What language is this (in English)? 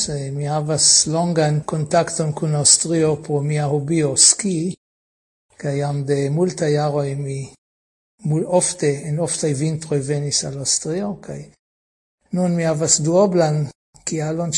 Esperanto